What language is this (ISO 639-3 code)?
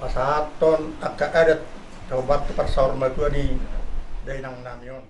bbc